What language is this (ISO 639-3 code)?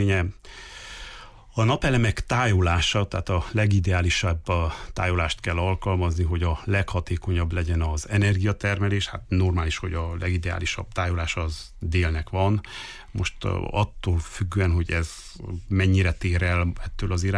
hun